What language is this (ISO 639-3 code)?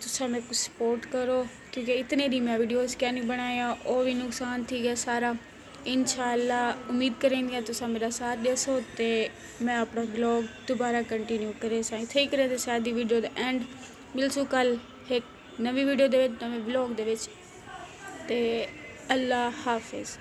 skr